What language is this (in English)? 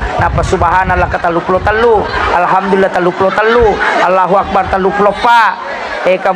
Buginese